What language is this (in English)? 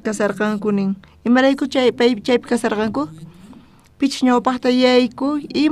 South Bolivian Quechua